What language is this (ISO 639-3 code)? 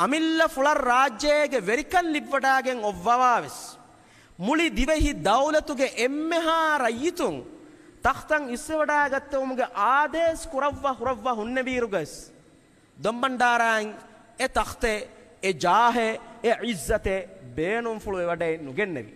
div